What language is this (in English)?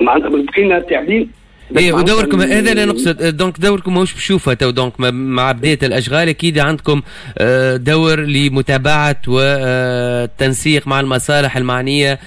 Tunisian Arabic